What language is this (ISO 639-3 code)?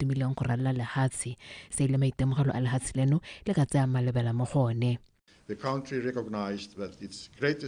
tsn